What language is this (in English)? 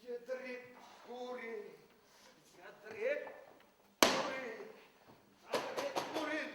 Bashkir